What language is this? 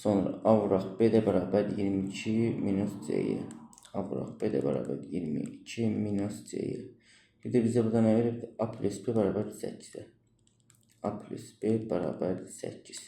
Azerbaijani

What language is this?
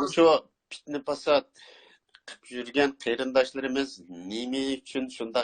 Uyghur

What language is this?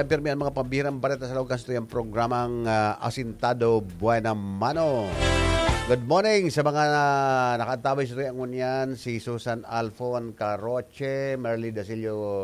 Bikol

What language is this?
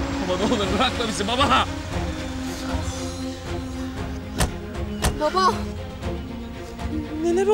Turkish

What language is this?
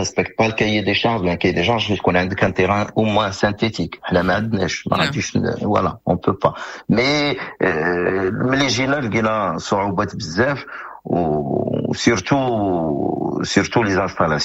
Moroccan Arabic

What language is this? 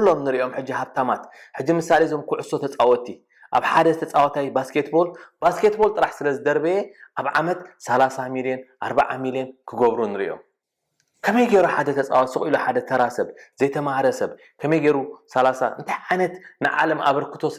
Tigrinya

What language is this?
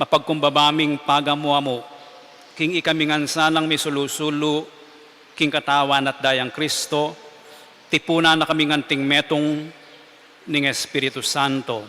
Pampanga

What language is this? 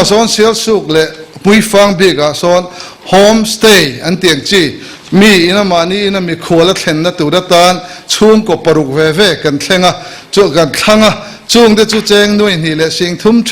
Mizo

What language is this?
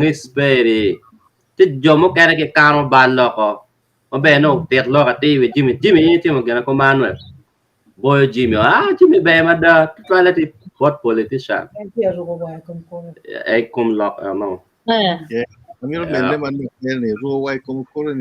Acoli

